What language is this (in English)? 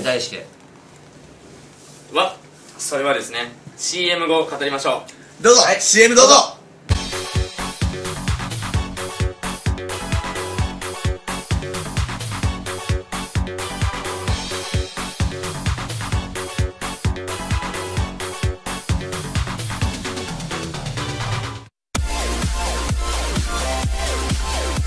Japanese